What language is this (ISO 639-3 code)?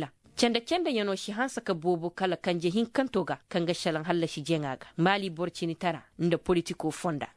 ses